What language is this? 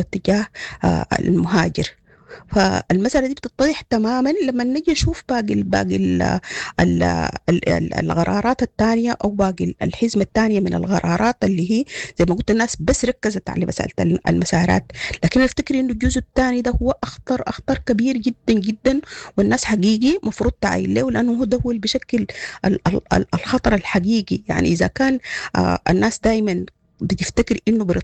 Sudanese Arabic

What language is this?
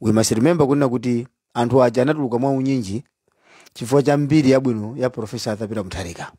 Nyanja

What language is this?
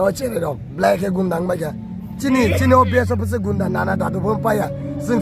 Kok Borok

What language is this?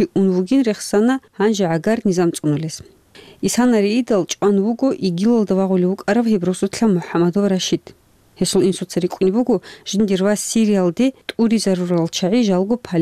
Avaric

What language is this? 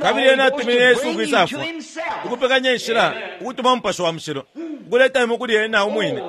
Bemba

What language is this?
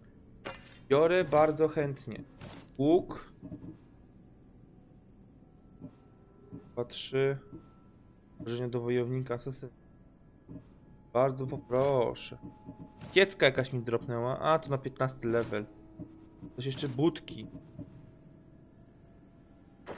Polish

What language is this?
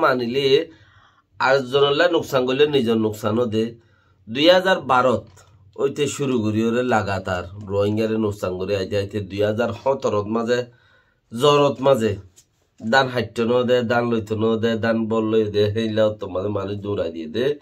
Rohingya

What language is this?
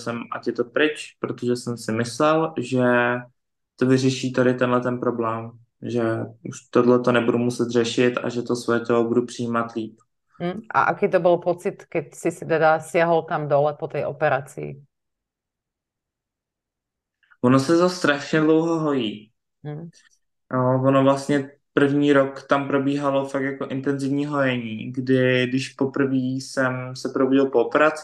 Czech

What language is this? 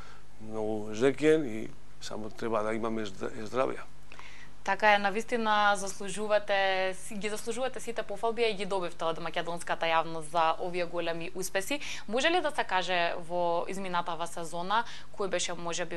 Macedonian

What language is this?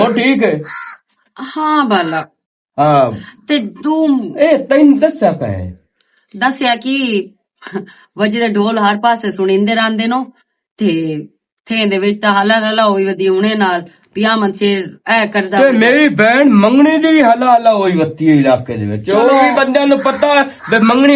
Western Panjabi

